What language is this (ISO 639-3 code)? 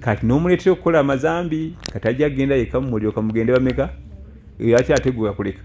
lug